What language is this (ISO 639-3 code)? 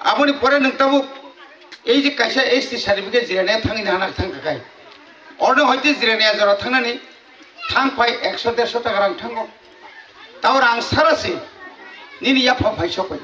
trp